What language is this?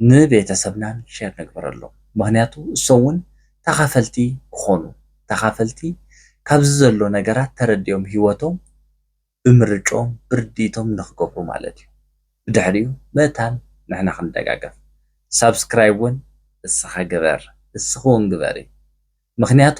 Tigrinya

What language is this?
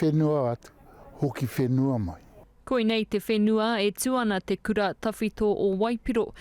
Māori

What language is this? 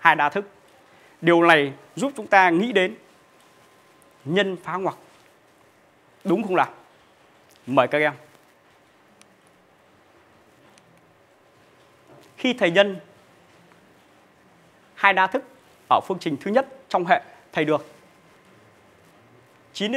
Vietnamese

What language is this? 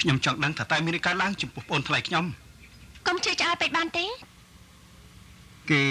Khmer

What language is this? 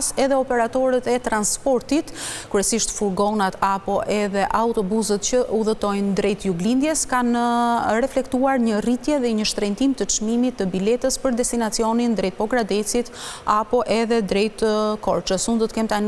Albanian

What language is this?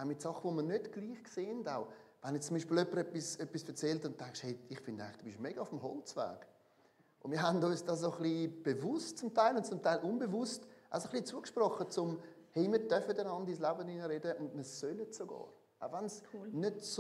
Swiss German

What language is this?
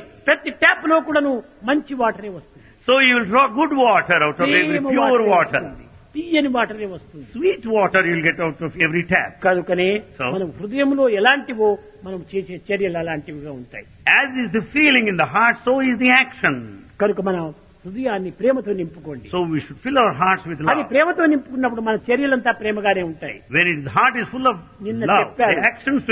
Telugu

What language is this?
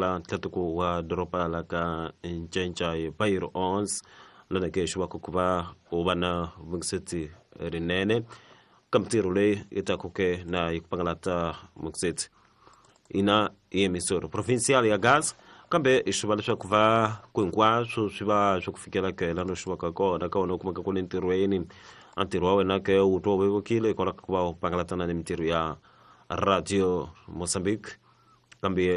Tsonga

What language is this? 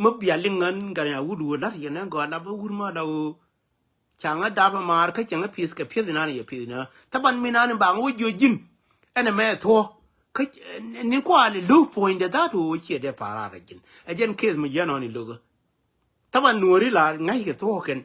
Nuer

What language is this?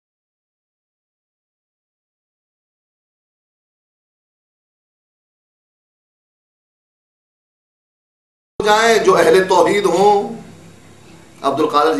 Urdu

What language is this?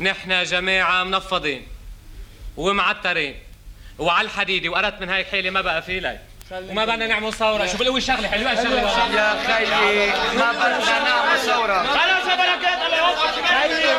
North Levantine Arabic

